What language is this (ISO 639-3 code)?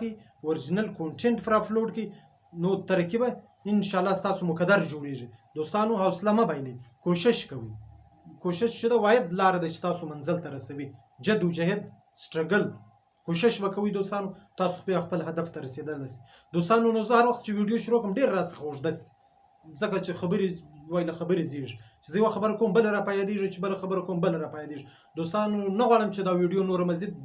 pus